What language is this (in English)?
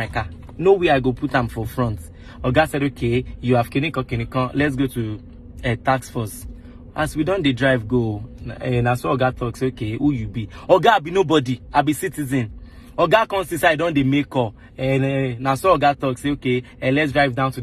Nigerian Pidgin